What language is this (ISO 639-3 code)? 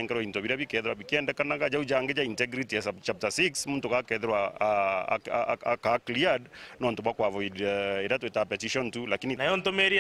mer